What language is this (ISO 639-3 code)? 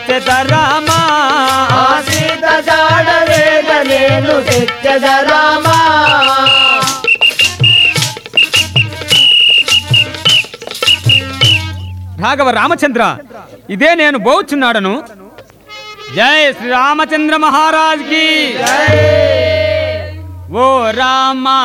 tel